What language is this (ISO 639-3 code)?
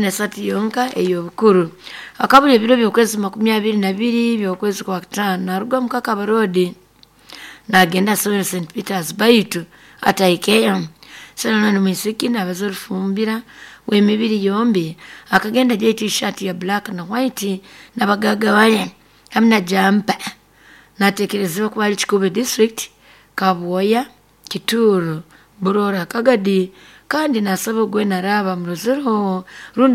nyo